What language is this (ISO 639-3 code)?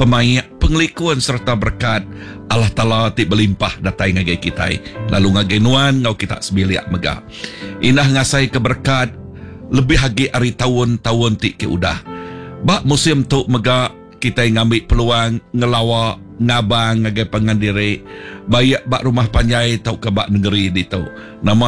iba